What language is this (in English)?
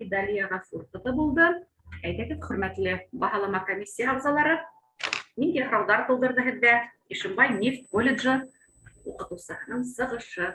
Bashkir